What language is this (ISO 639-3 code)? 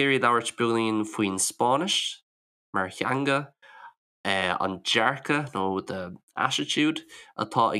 gle